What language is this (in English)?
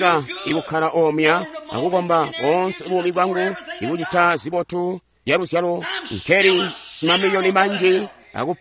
Tonga (Zambia)